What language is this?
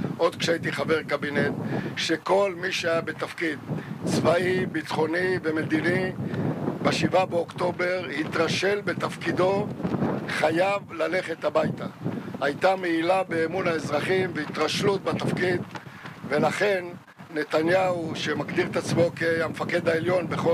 Hebrew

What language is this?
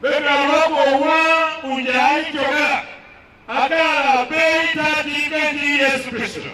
Tiv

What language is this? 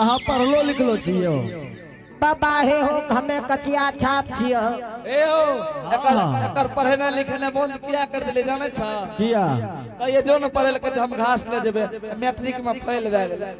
Angika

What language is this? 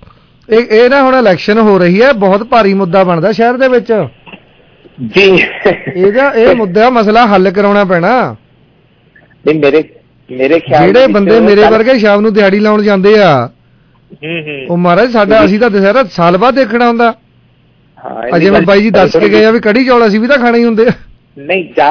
Punjabi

